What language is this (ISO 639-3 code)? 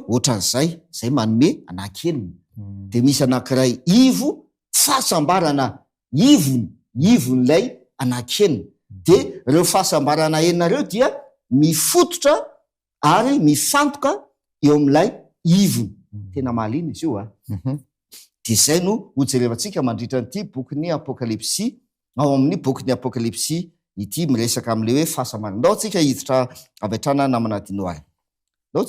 mlg